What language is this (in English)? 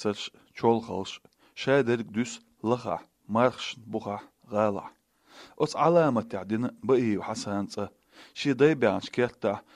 Chechen